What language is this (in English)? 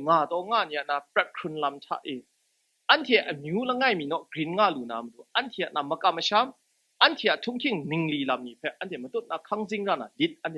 Kachin